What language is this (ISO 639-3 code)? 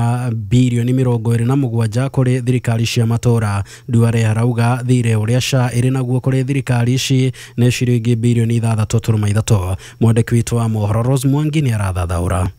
kik